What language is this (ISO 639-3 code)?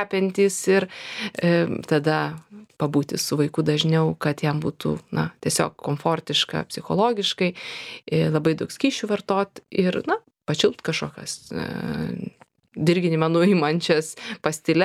lit